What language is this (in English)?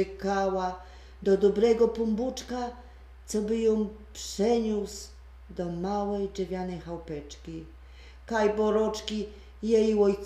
Silesian